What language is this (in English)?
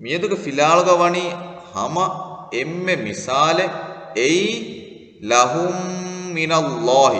Divehi